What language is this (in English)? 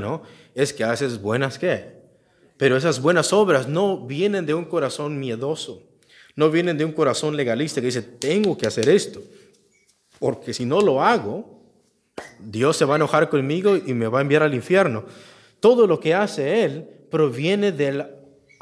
Spanish